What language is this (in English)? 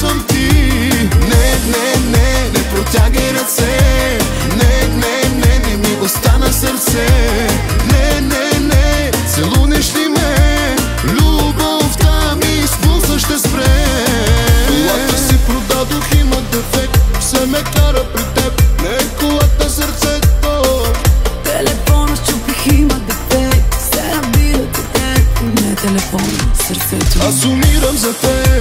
Bulgarian